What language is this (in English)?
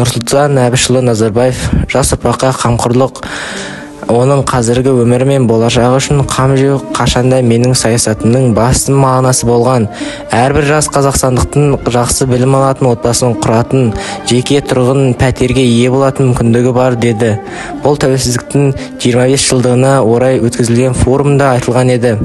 Kazakh